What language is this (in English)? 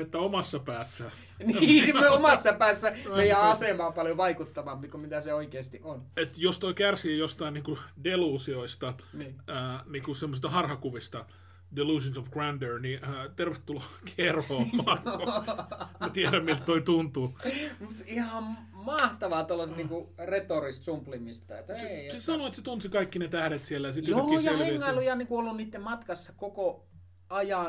Finnish